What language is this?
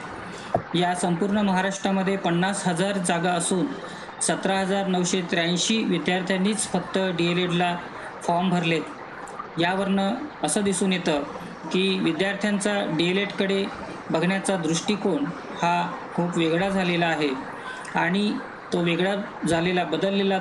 Marathi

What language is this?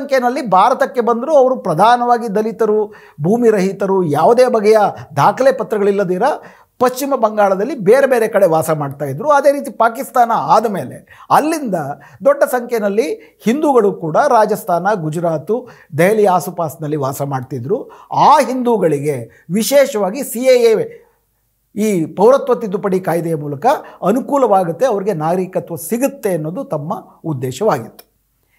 Kannada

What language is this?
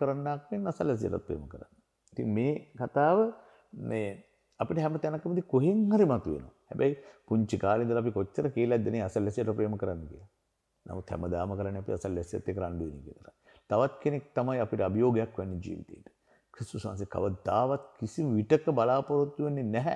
Sinhala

